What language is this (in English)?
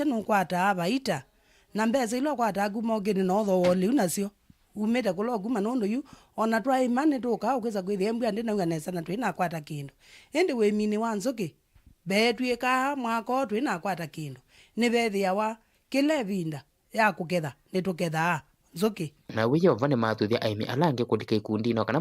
Kamba